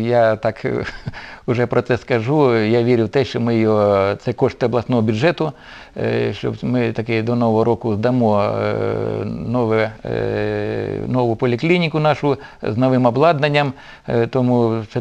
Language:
Ukrainian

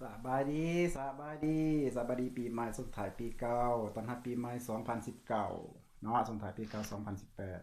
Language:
Lao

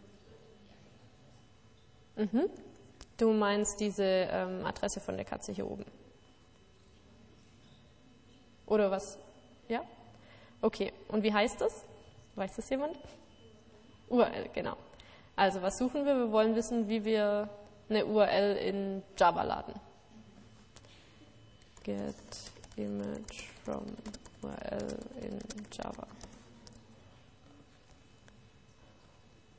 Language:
German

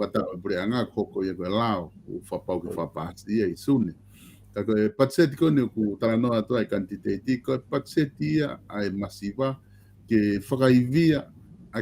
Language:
Tongan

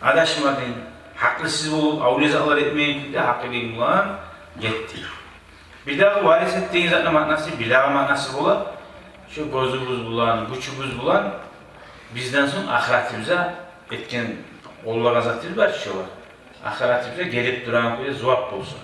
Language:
Kumyk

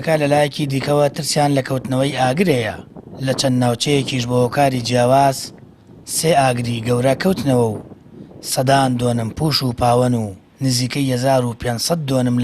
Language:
Central Kurdish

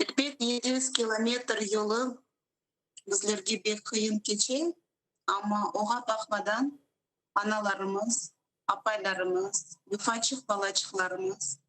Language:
Crimean Tatar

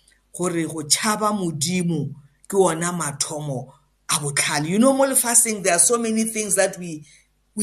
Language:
English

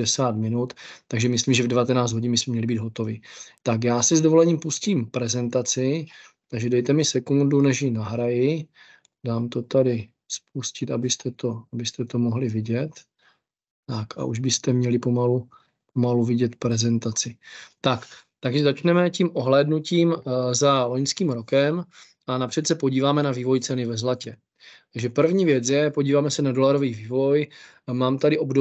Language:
Czech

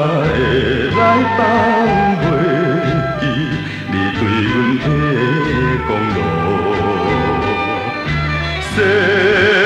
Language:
Chinese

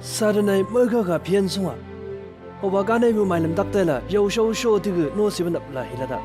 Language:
Chang Naga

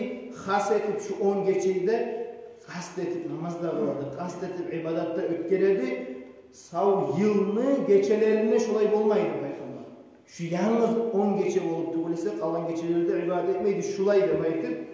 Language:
Kumyk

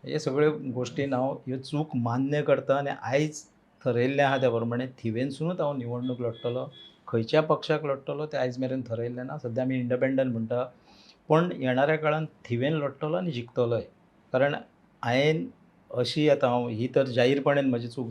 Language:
Konkani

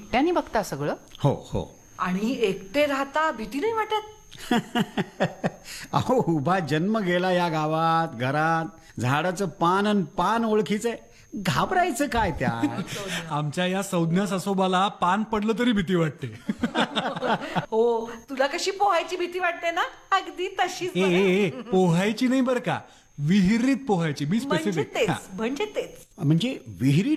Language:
Marathi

